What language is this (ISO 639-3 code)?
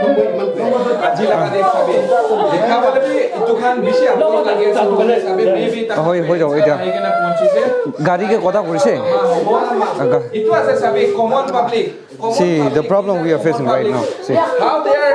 nag